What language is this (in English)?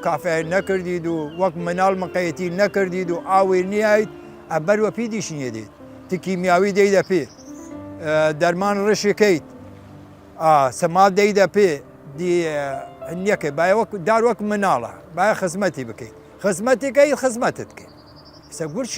Southern Kurdish